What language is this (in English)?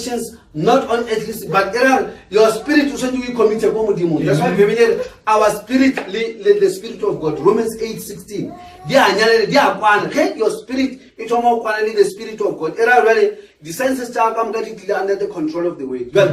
Northern Sotho